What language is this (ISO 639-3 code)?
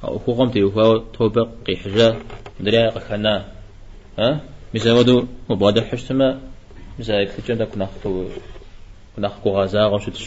kbd